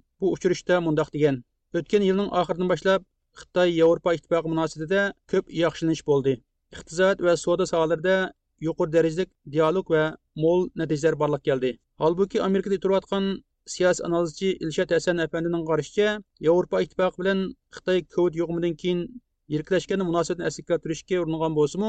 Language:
Uyghur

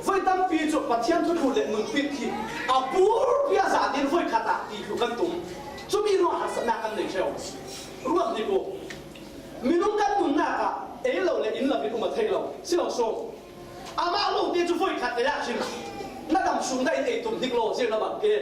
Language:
Falam Chin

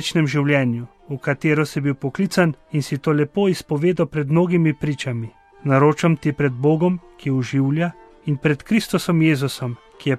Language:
Slovenian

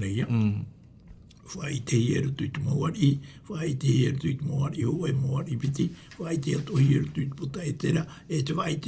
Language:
Tahitian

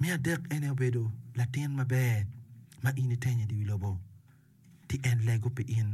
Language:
Acoli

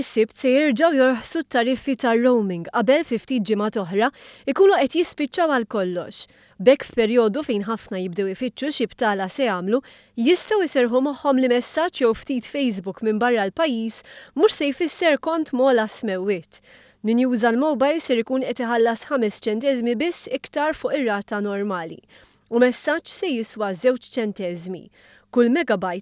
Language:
Maltese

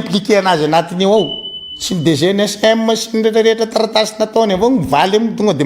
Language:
Malagasy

